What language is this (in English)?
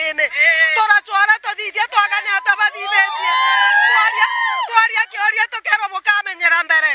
Meru